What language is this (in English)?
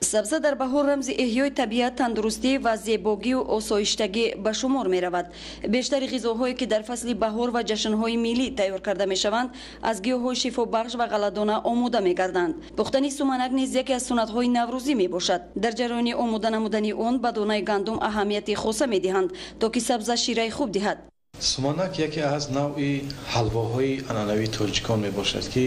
Tajik